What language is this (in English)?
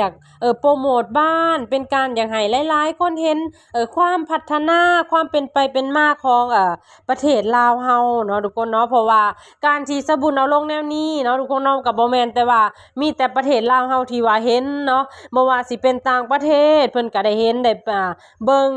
Lao